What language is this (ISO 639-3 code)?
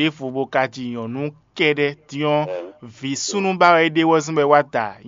fon